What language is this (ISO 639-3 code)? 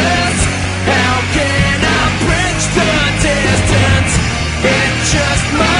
fil